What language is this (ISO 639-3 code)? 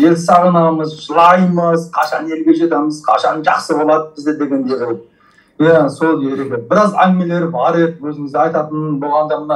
kaz